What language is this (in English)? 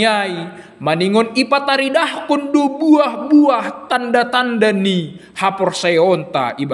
Batak Simalungun